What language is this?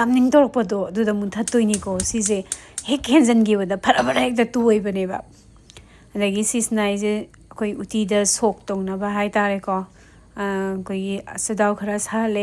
Manipuri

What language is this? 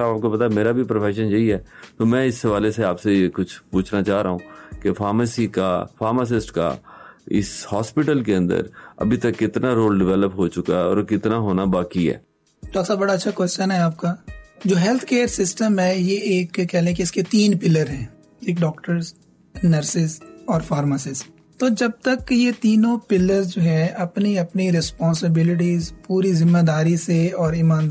Urdu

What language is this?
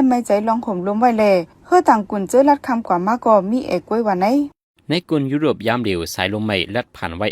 Shan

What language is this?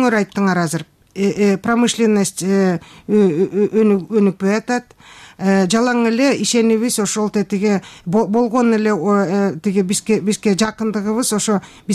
Kyrgyz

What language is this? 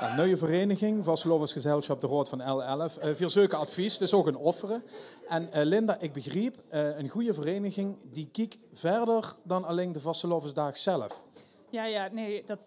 Limburgish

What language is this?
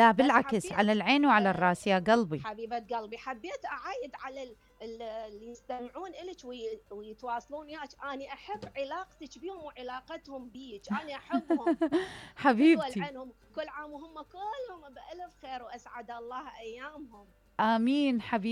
Mesopotamian Arabic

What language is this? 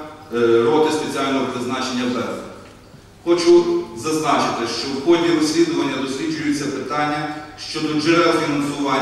Ukrainian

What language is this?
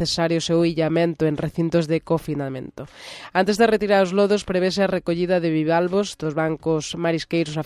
Galician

